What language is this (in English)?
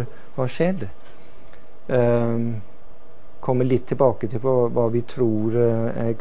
Norwegian